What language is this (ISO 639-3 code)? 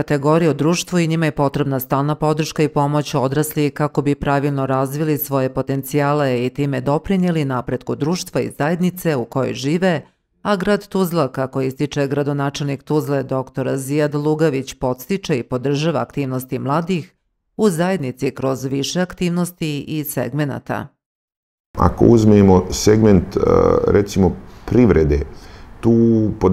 bos